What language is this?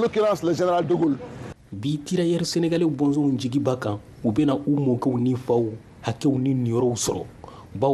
Bambara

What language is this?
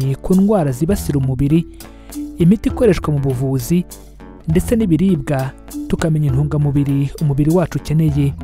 Kinyarwanda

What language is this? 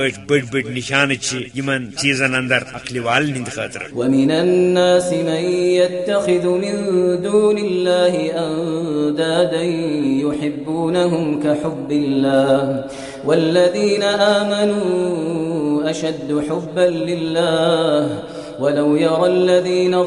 Kashmiri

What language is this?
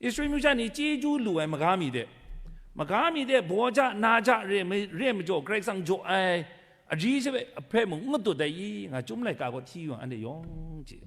Kachin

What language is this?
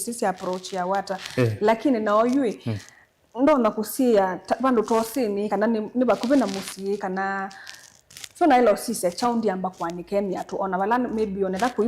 Kamba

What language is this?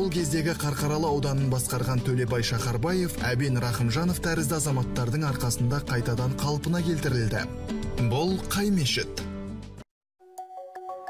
Kazakh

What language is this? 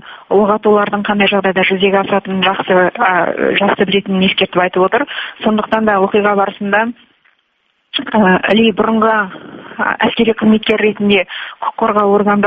Kazakh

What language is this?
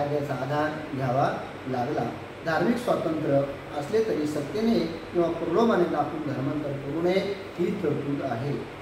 Marathi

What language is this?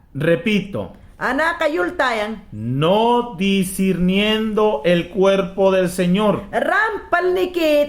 Mayangna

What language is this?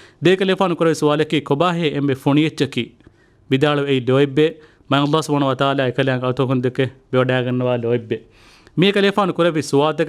Divehi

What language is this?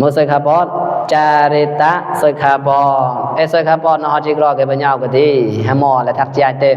Mon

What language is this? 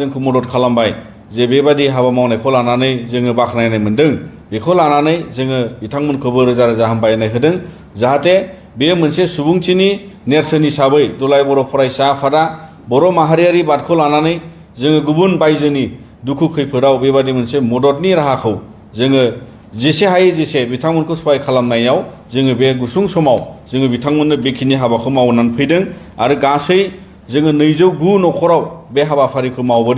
Bodo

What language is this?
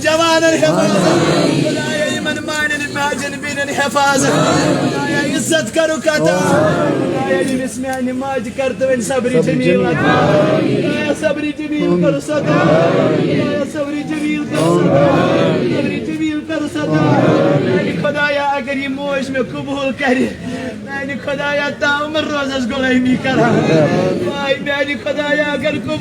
Kashmiri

